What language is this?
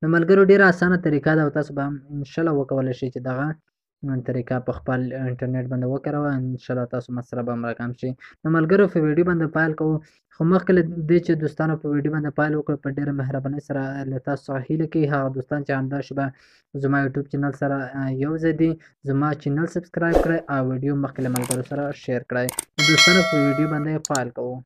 Pashto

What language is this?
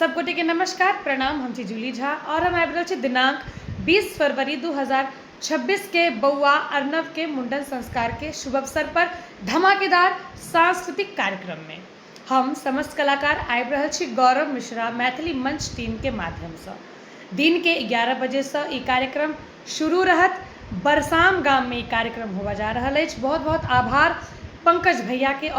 Maithili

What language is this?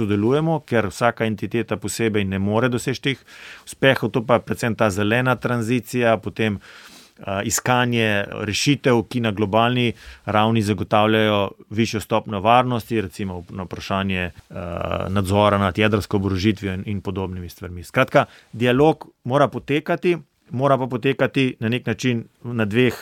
Slovenian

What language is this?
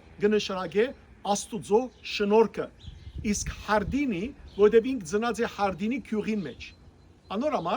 Western Armenian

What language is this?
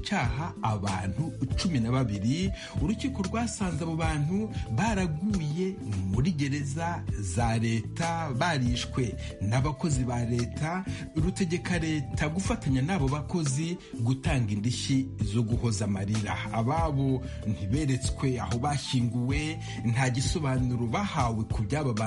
Kinyarwanda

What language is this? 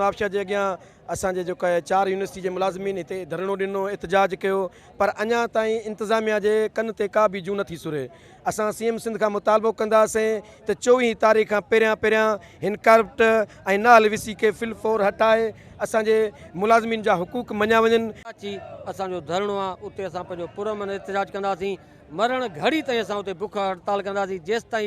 Sindhi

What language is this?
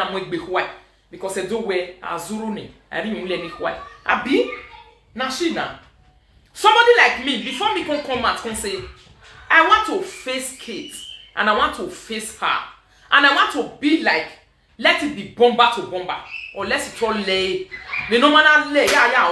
Nigerian Pidgin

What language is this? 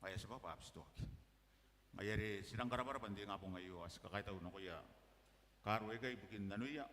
Gilbertese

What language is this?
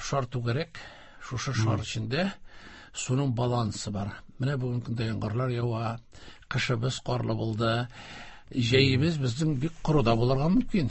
Tatar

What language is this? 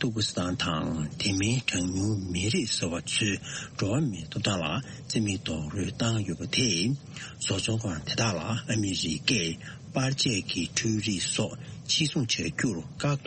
Tibetan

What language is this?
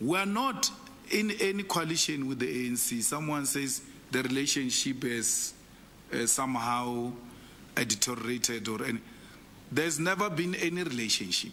English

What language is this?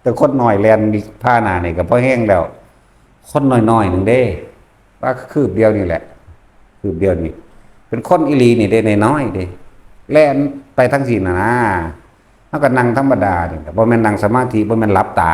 Northeastern Thai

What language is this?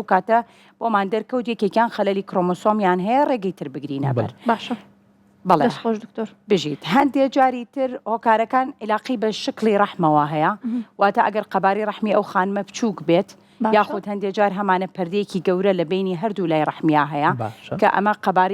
Central Kurdish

